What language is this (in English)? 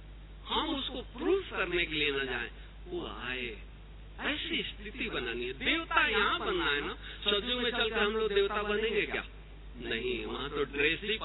Hindi